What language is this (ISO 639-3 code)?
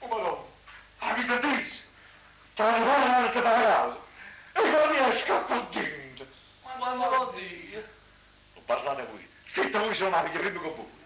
nap